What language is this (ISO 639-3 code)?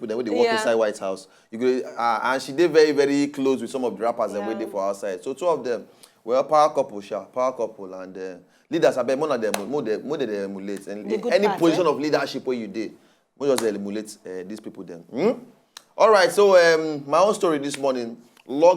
pcm